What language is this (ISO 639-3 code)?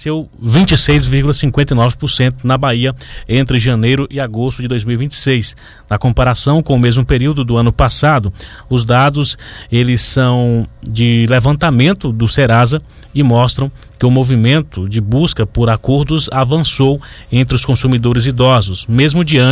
por